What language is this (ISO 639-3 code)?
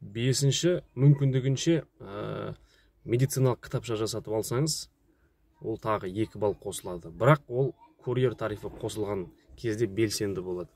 kaz